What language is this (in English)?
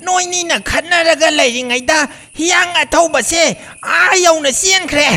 Manipuri